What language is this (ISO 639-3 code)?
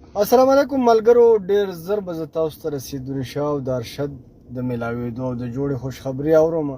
pus